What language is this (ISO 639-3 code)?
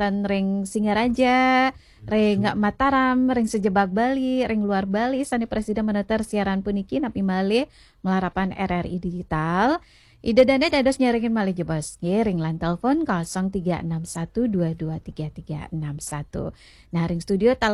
ban